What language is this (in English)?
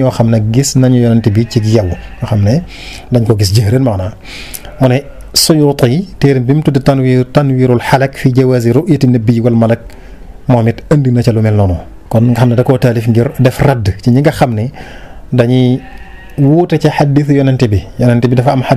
Wolof